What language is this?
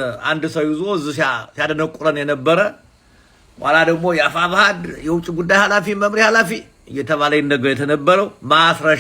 Amharic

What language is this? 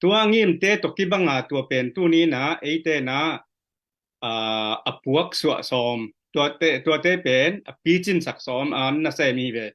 Tedim Chin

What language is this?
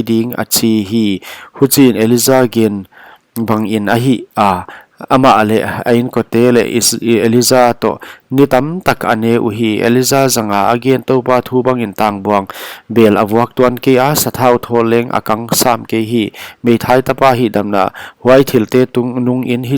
Paite Chin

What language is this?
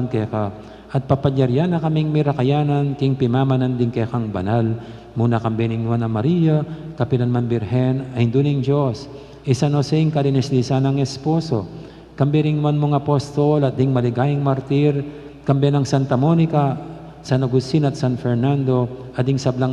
Pampanga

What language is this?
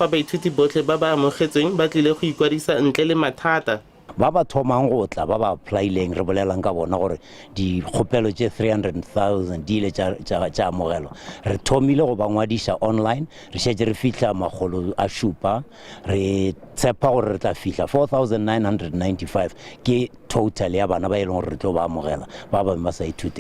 Northern Sotho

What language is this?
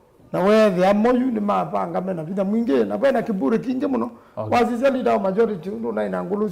Kamba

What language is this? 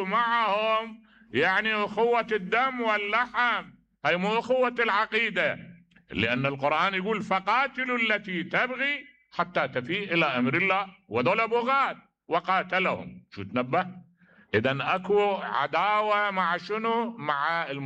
Mesopotamian Arabic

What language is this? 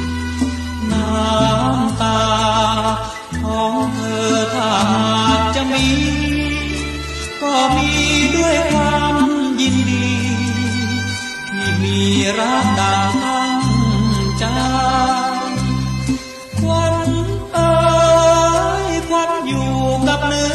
Thai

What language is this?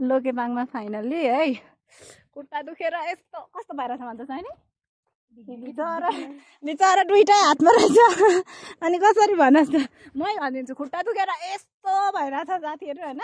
Nepali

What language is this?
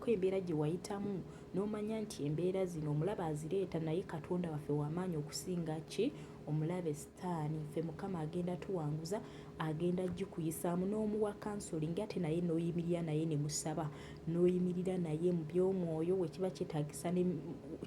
Ganda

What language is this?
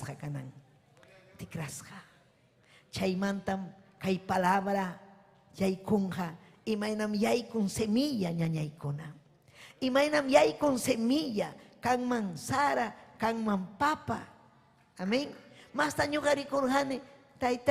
Ayacucho Quechua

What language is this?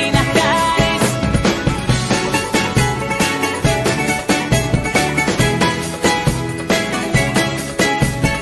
Greek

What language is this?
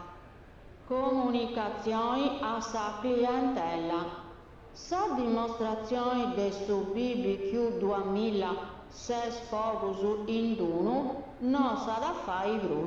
Sardinian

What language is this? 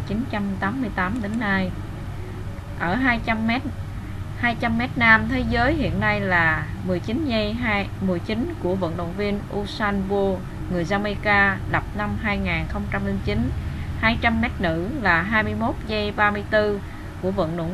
Vietnamese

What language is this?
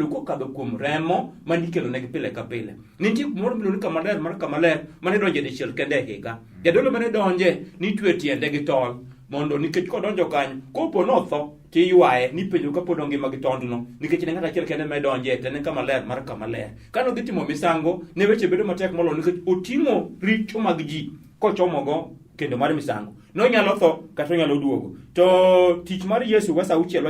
Luo (Kenya and Tanzania)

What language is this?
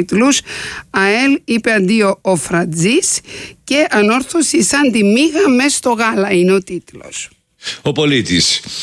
Greek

